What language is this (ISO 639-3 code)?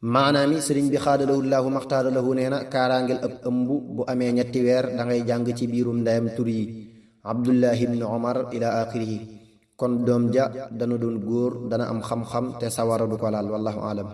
wol